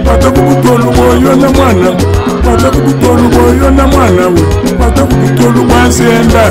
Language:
Luba-Lulua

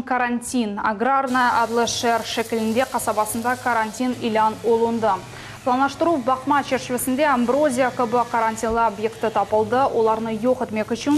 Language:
Crimean Tatar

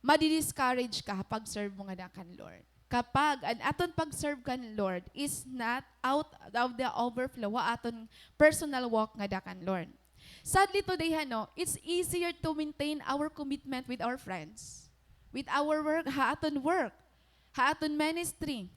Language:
Waray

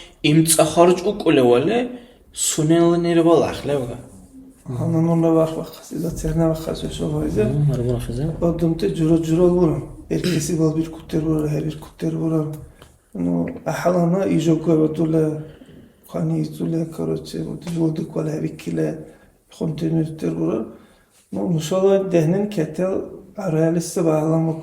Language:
Dargwa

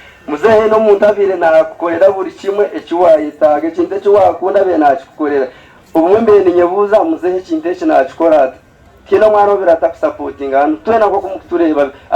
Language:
Nyankole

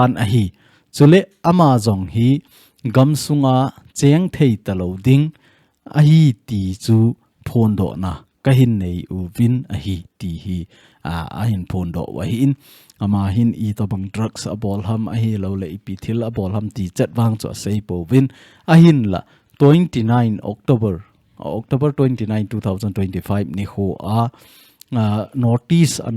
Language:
Thado Chin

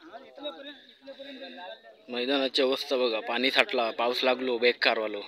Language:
Konkani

